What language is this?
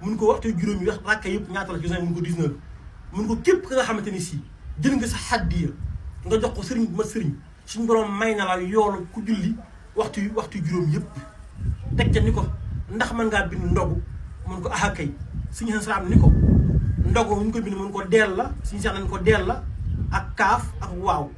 Wolof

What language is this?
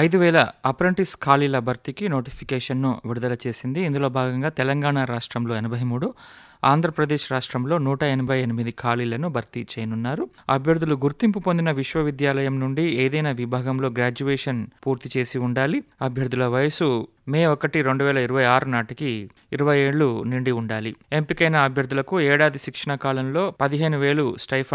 Telugu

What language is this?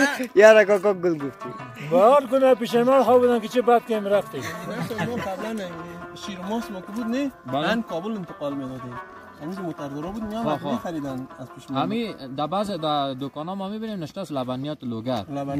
Persian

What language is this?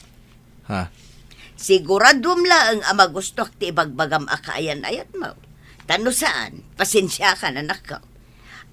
Iloko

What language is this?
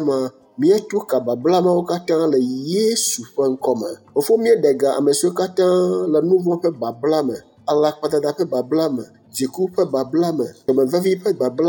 Ewe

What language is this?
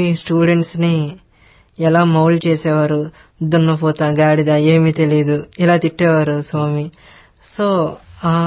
Telugu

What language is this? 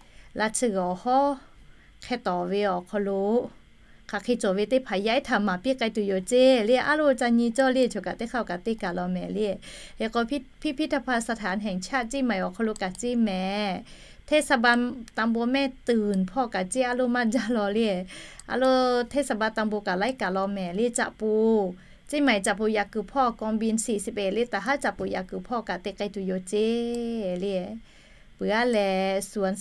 Lahu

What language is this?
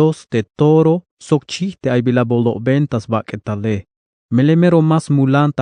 Tzeltal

